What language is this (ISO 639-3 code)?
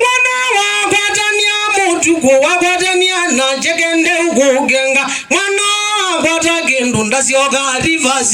kam